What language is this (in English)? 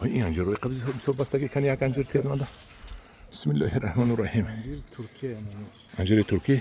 Tajik